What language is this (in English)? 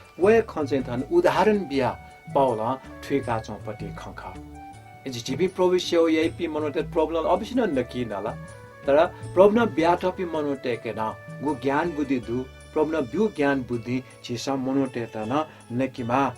Newari